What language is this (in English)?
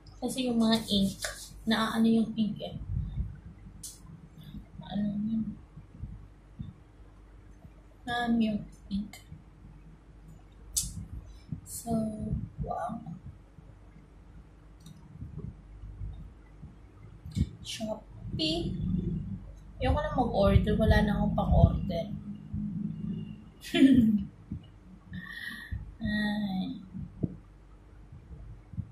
Filipino